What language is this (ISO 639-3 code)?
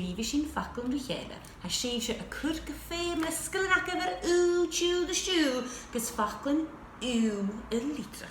gla